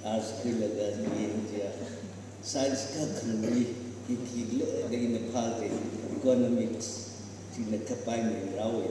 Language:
Tangkhul Naga (India)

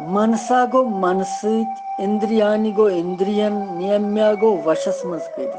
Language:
Kashmiri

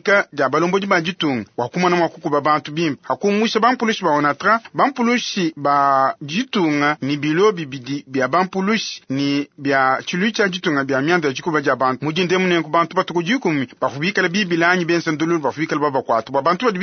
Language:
Luba-Lulua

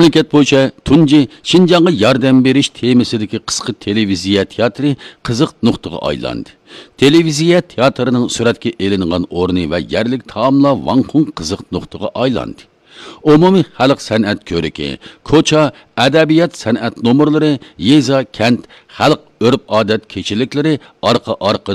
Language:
Uyghur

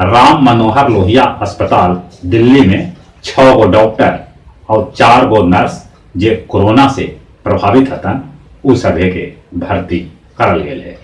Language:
Magahi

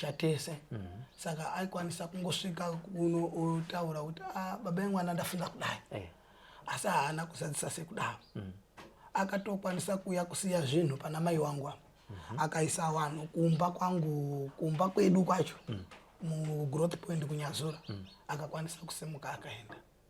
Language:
Shona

